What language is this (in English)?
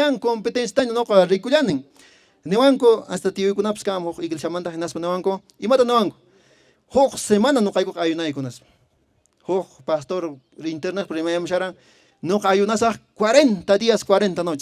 Quechua